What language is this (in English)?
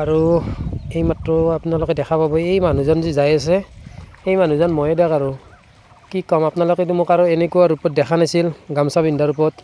Assamese